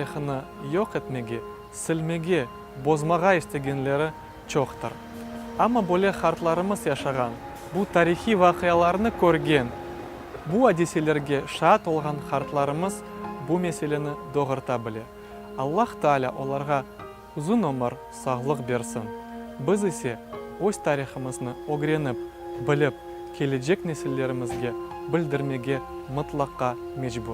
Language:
Crimean Tatar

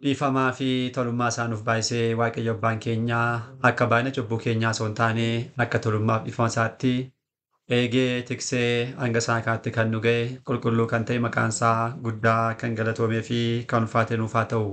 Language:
Oromo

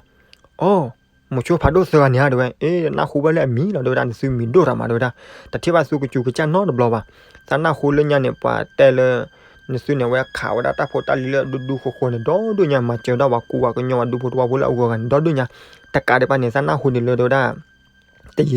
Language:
S'gaw Karen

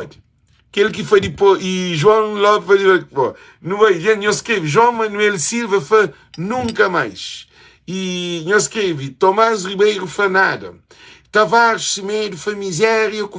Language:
Kabuverdianu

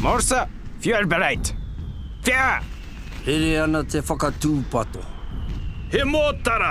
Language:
Māori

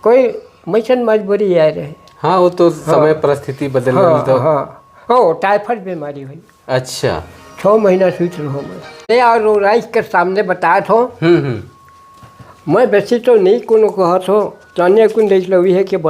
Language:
Sadri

